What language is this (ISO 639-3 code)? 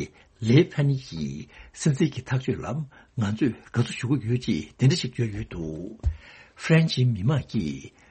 bod